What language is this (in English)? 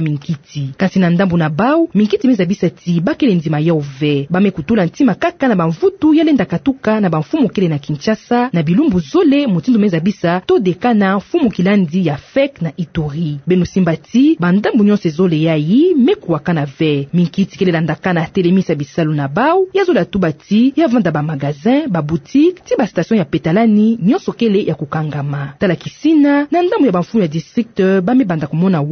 Kituba (Democratic Republic of Congo)